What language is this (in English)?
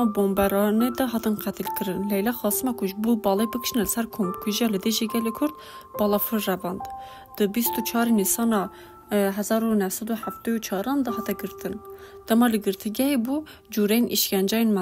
Kurdish